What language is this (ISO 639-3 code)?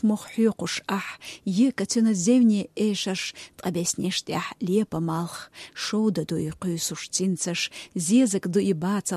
che